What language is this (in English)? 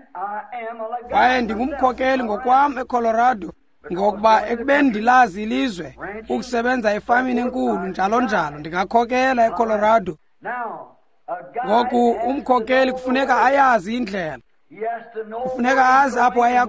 Xhosa